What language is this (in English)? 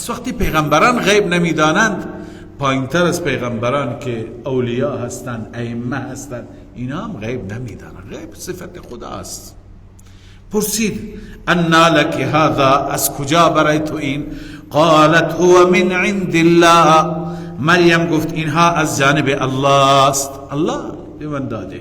Persian